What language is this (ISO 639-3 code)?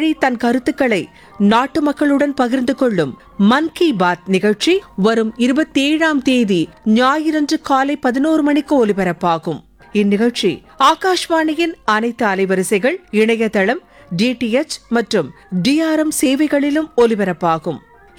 tam